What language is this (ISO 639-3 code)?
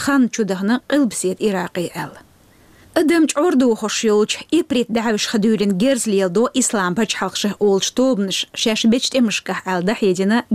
che